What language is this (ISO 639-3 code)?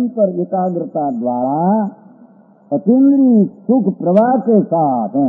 guj